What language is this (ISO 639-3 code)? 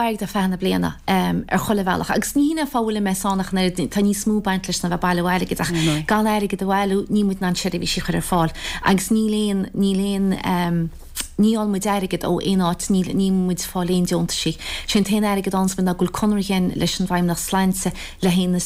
gle